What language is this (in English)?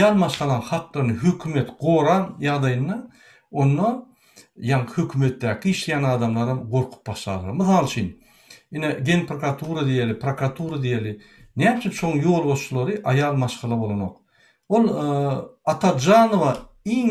Turkmen